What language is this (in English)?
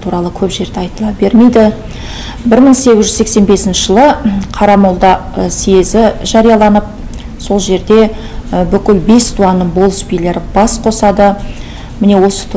Kazakh